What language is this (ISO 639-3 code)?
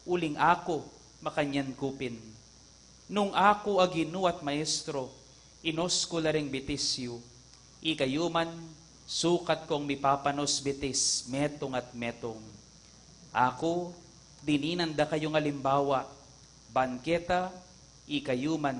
pam